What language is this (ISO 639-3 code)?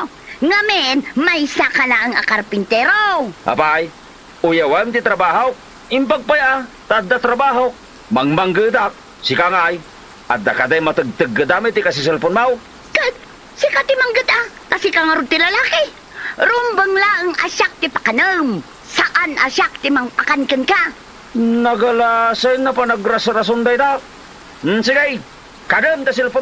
ilo